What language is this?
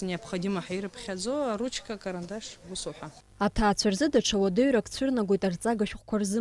Abkhazian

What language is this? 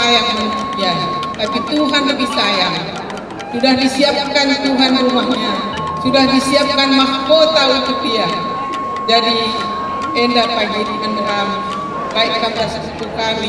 Batak Karo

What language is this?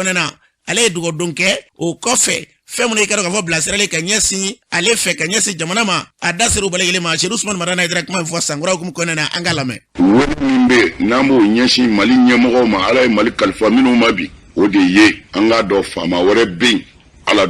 Bambara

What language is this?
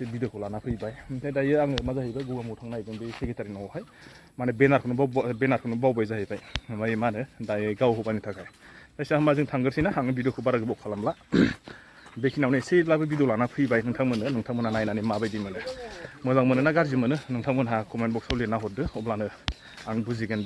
Bodo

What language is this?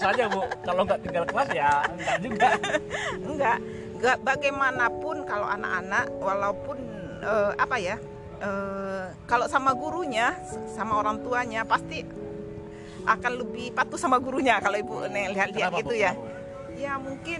Indonesian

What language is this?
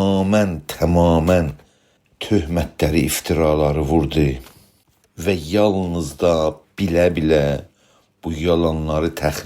South Azerbaijani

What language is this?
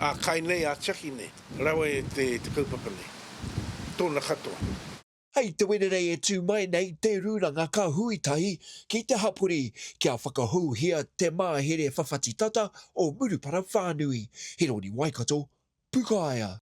Māori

